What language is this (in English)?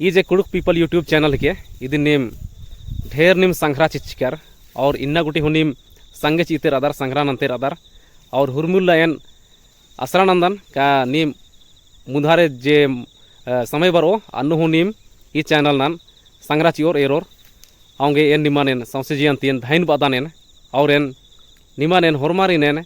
Kurukh